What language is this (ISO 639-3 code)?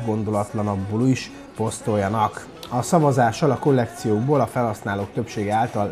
hun